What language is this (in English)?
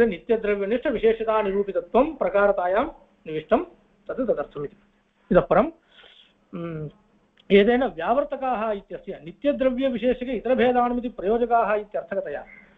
Sanskrit